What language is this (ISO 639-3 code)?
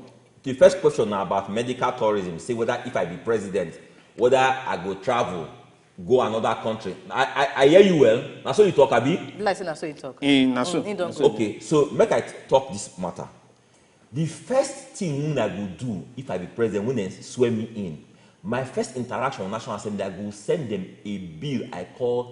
pcm